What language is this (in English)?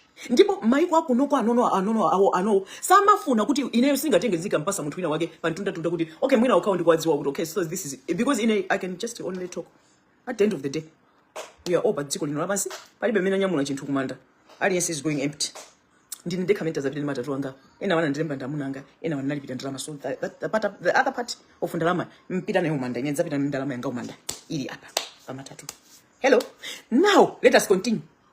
Nyanja